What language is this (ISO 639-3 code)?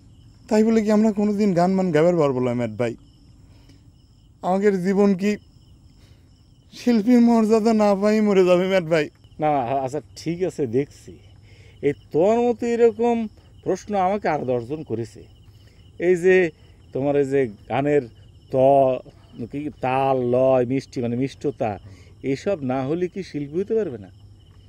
ben